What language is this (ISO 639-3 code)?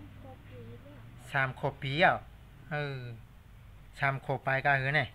shn